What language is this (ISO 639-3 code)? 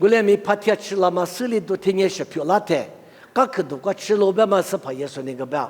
lis